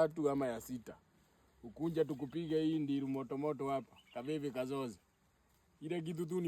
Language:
Swahili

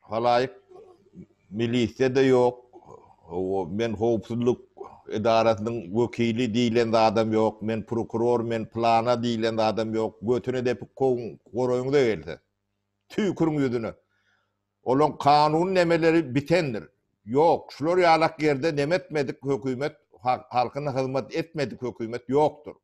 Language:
Turkmen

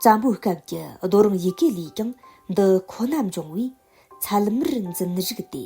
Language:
Tibetan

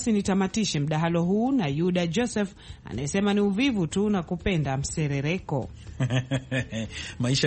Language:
Swahili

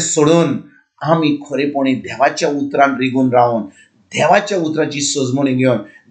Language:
Konkani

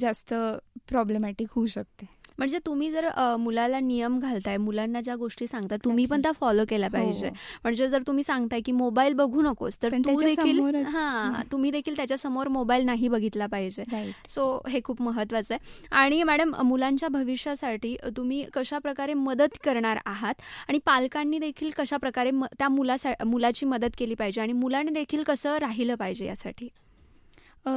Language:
Marathi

